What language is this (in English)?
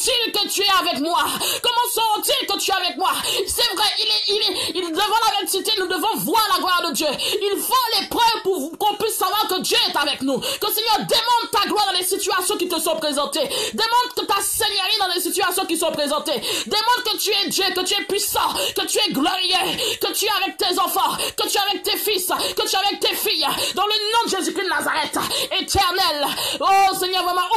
French